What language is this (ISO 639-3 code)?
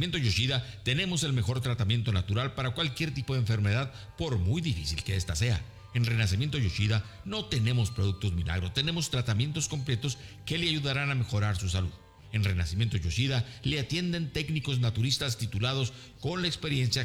spa